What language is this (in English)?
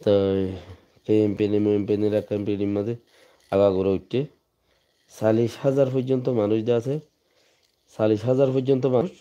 Rohingya